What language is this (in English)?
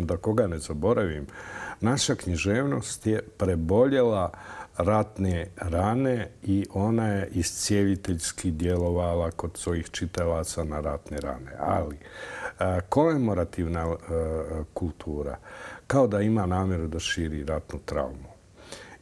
Bosnian